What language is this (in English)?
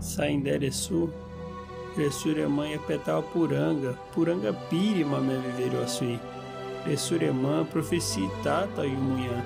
Nheengatu